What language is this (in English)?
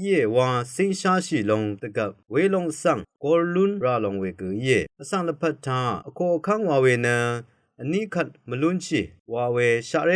Rawang